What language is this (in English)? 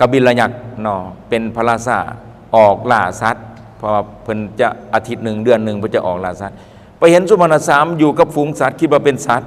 Lao